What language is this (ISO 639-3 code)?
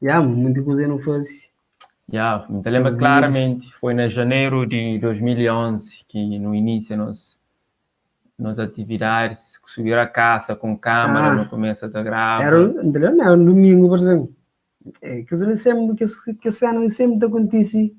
kea